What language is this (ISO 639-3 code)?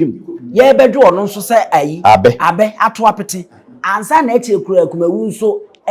aka